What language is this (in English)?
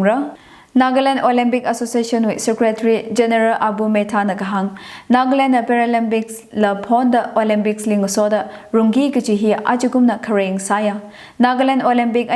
Tangkhul Naga (India)